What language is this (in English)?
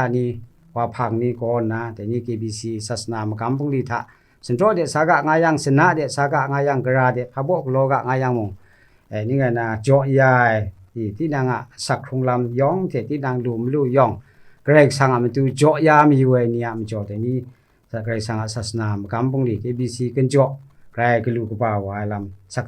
Kachin